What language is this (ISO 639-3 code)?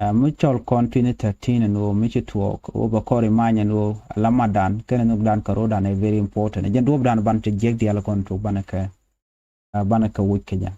nus